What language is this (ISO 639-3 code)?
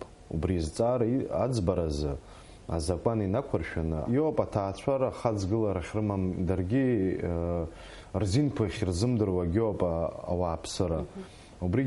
abk